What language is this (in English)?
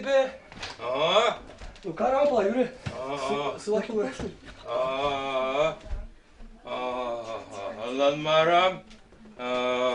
Chuvash